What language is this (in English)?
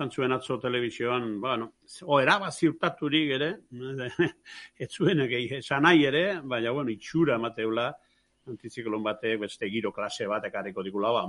Basque